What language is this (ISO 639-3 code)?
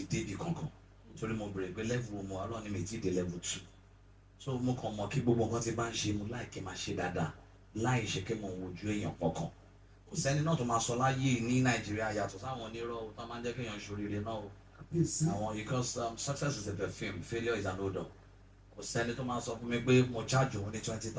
yor